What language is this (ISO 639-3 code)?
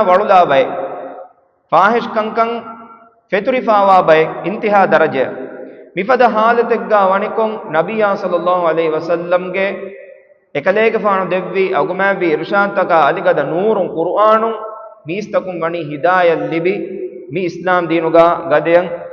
div